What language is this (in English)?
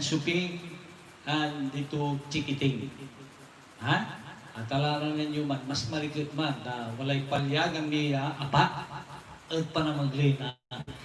Pangasinan